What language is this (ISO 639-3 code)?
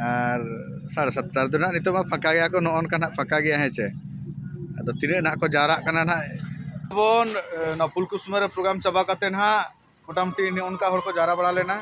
sat